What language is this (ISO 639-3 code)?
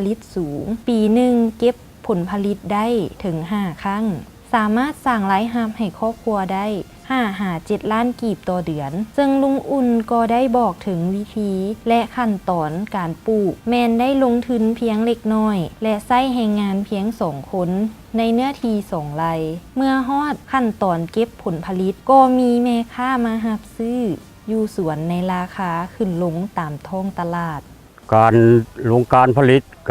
lao